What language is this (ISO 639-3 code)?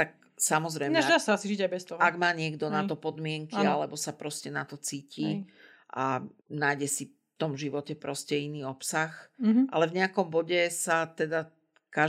slk